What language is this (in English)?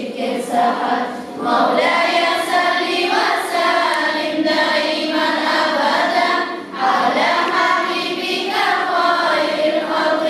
Kumyk